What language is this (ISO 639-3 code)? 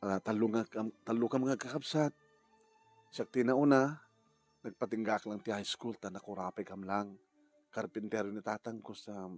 ilo